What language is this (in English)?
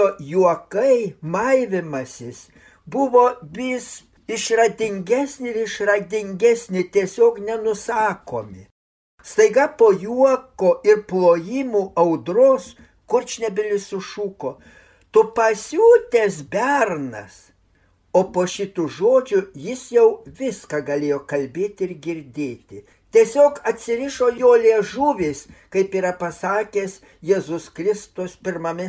Lithuanian